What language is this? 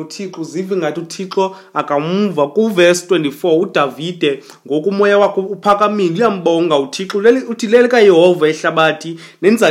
Xhosa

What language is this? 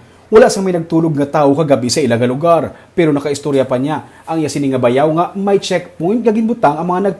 Hiligaynon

